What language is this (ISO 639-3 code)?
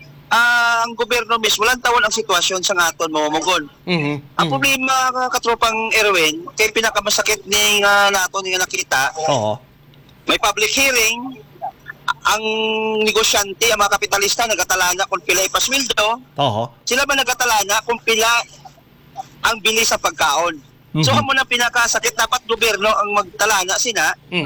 hil